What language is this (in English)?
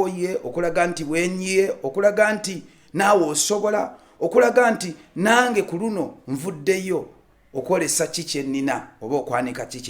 Ganda